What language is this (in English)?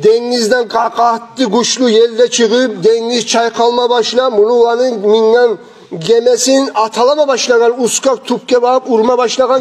Kumyk